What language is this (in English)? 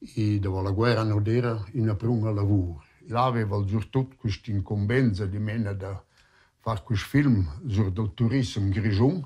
Romansh